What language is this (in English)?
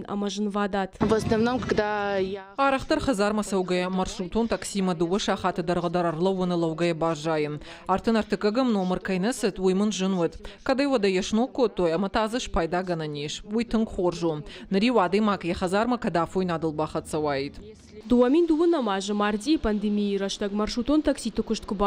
Ossetic